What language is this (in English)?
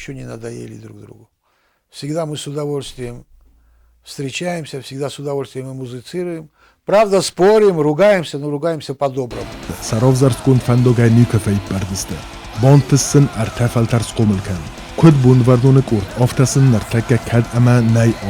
Ossetic